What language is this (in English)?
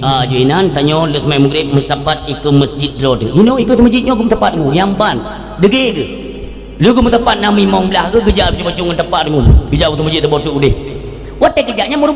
Achinese